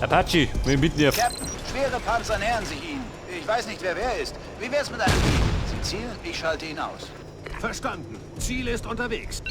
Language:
Bavarian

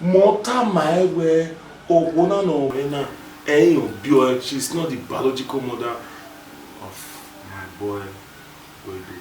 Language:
Bini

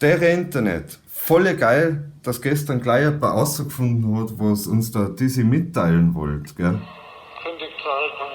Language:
Bavarian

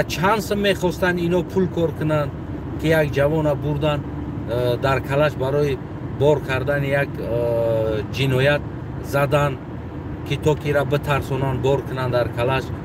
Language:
Tajik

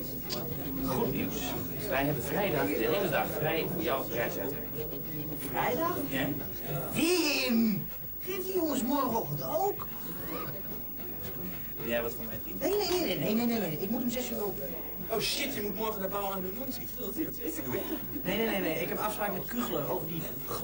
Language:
Dutch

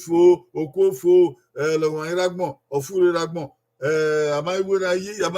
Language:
Bini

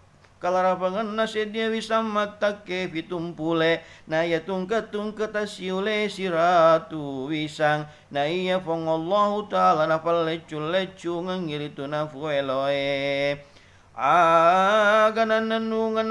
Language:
Buginese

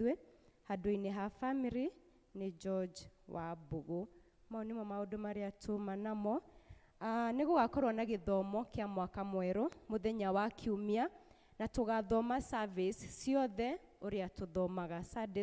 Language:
Kikuyu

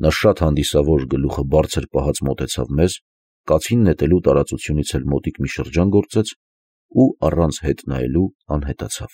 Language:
Armenian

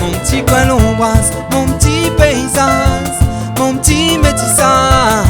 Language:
Réunion Creole French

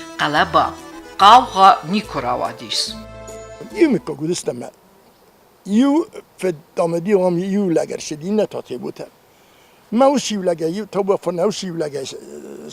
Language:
Ossetic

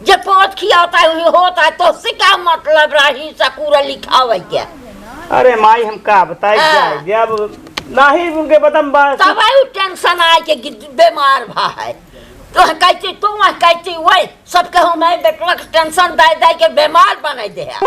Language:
Awadhi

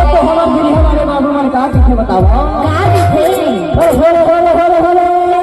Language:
Chhattisgarhi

